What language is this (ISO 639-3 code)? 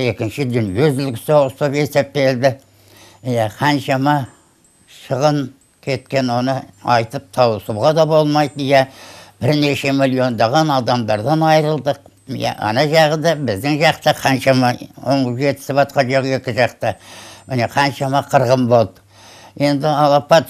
kaz